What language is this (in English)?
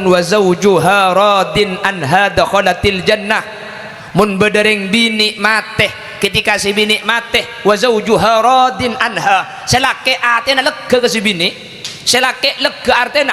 Madurese